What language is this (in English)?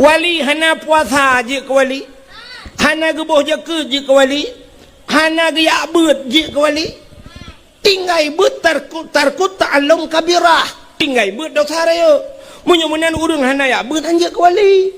Achinese